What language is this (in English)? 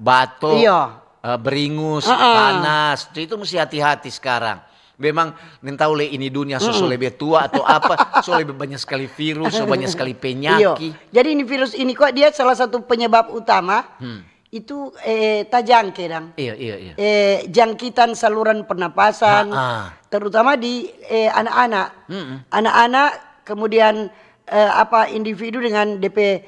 Manado Malay